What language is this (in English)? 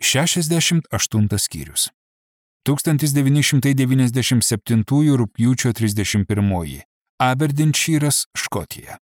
Lithuanian